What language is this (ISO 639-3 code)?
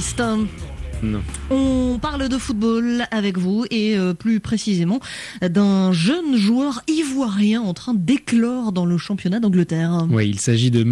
fra